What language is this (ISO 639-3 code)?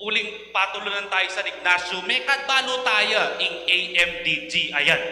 pam